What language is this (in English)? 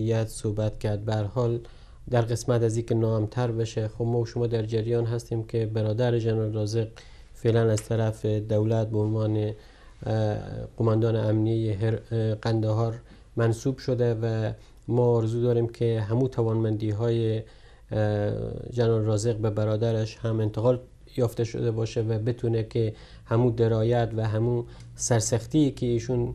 Persian